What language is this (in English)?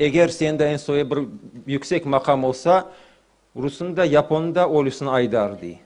Crimean Tatar